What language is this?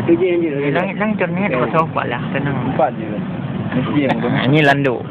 Achinese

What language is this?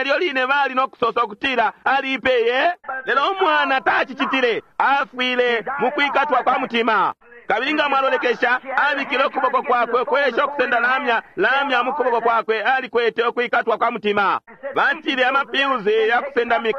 Bemba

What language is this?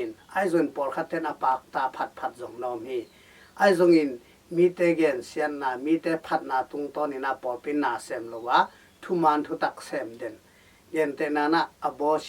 Tedim Chin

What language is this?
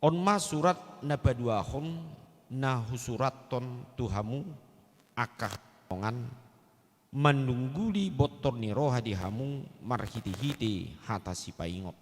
Batak Toba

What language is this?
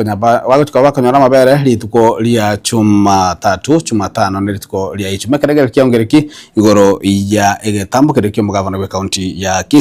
Gusii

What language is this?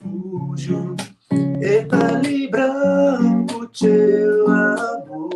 Kabuverdianu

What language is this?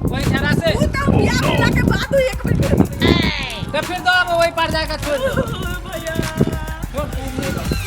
Maithili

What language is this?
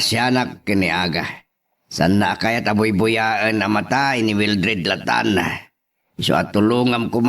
Iloko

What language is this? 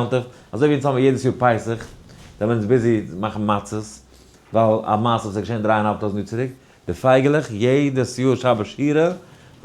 Yiddish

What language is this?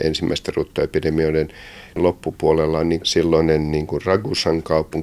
Finnish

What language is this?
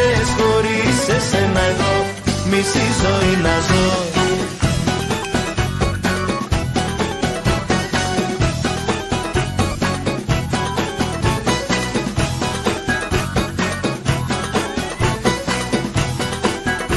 Greek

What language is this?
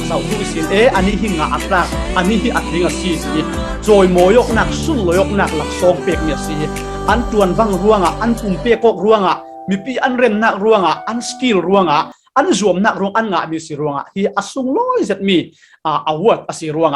Falam Chin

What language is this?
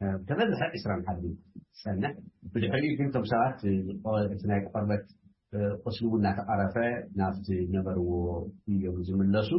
Tigrinya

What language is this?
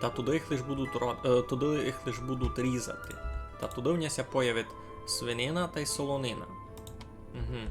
Rusyn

